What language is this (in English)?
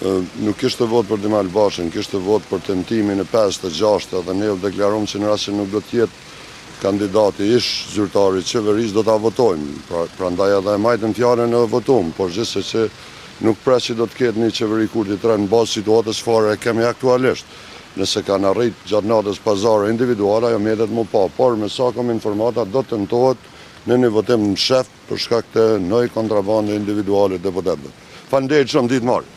Albanian